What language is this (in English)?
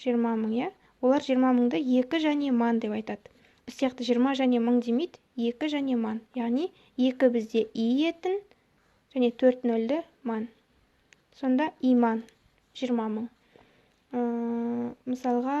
Kazakh